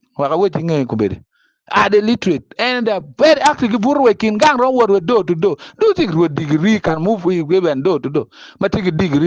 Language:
Acoli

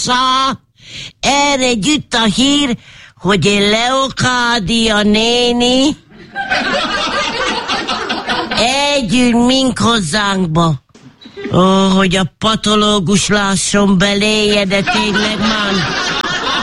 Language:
Hungarian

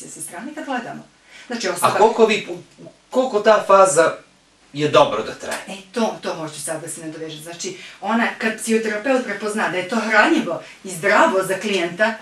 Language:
Bosnian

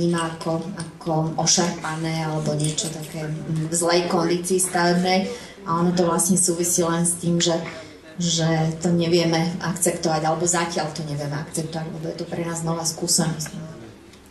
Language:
Slovak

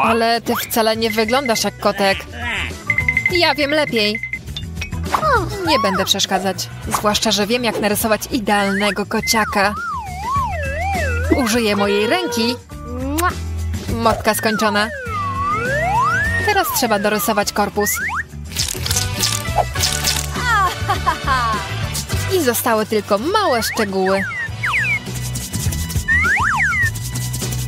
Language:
Polish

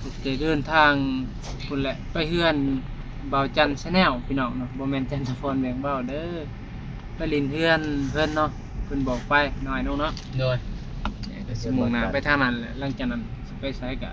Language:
Northeastern Thai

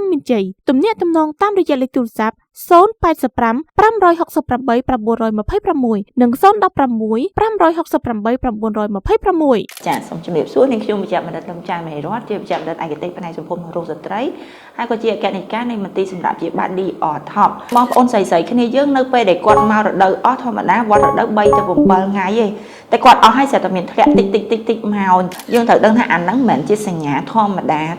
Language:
Khmer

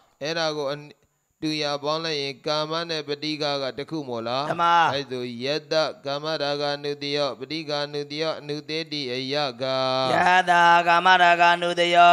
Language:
Burmese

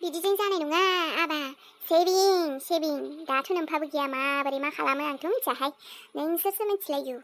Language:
Bodo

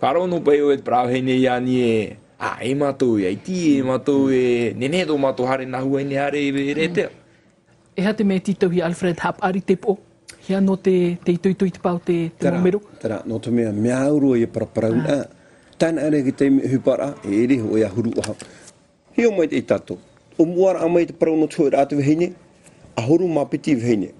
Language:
Tahitian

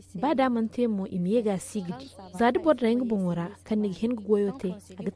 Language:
Zarma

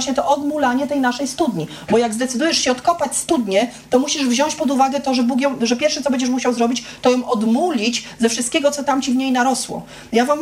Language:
Polish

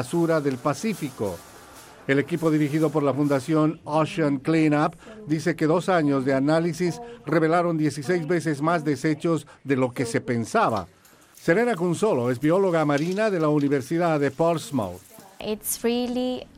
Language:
Spanish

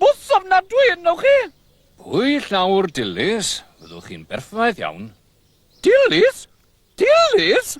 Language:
Welsh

